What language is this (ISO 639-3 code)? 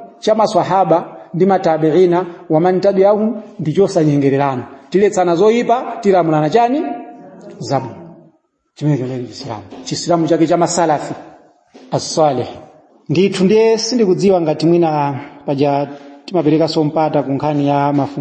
nya